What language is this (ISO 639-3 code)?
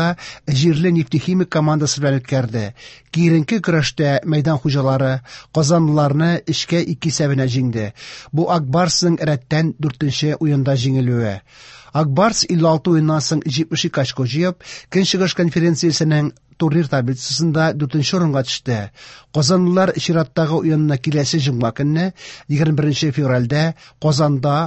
tat